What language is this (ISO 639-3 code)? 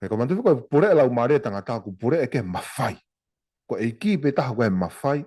ton